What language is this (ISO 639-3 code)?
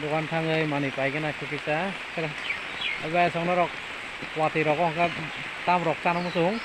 trp